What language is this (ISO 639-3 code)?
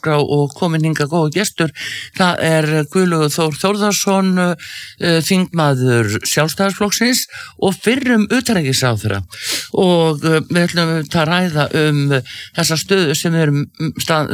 isl